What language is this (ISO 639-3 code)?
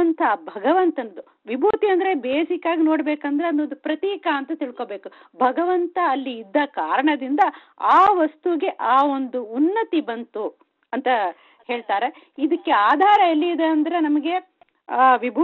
kan